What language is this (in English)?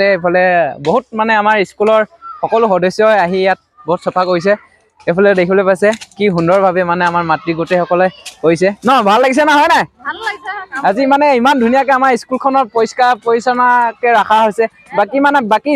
Assamese